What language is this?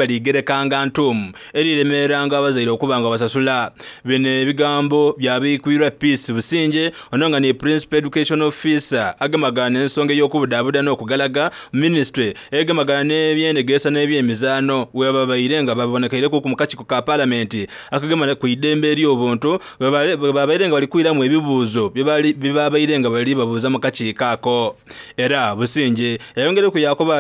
Soga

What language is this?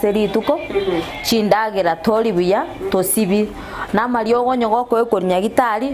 Gusii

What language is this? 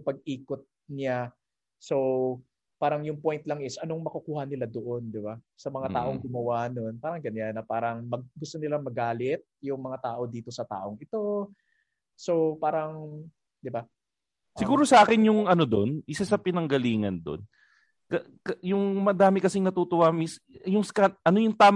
Filipino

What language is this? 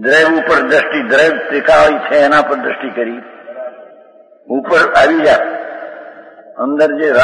Gujarati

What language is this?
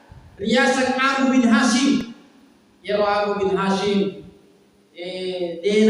Buginese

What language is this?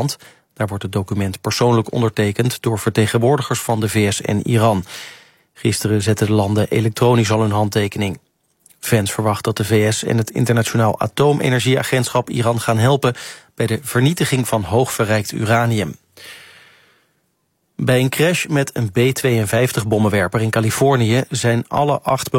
Dutch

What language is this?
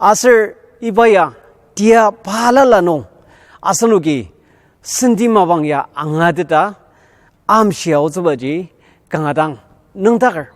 Ao Naga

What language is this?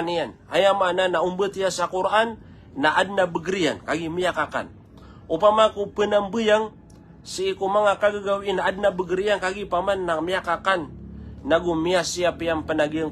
Maranao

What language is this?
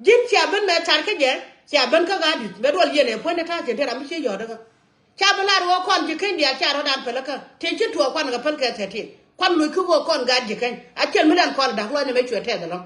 Nuer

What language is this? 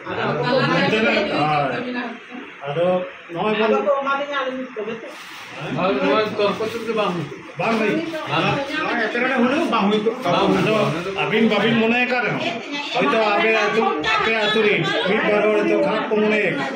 Santali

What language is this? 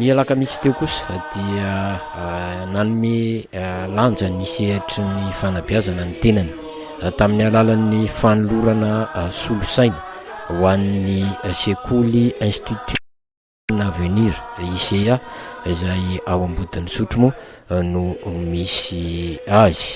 Malagasy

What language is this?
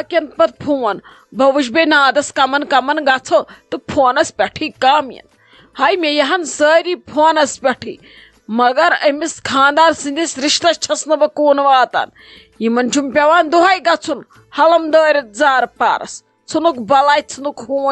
Kashmiri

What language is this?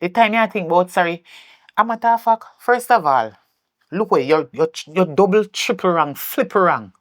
Jamaican Creole English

